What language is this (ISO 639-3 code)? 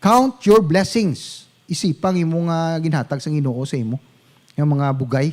hil